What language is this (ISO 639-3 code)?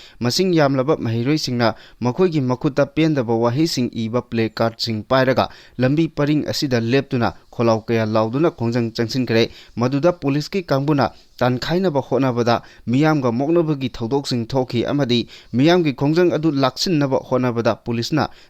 mni